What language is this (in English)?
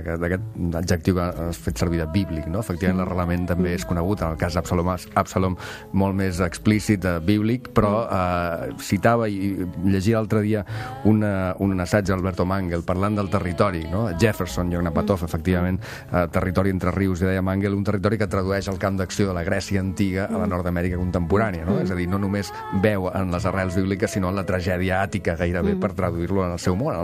Catalan